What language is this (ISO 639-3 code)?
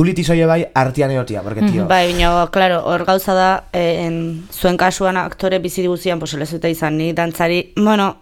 eus